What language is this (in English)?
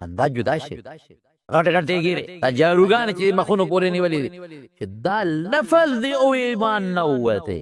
Pashto